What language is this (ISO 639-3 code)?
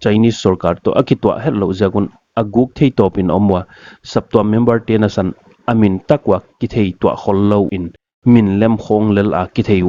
pck